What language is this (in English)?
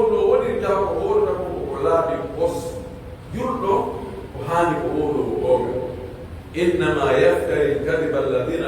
Pular